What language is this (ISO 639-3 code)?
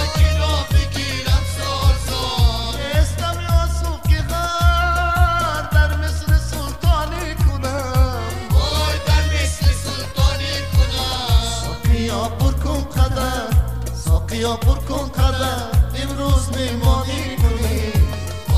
fas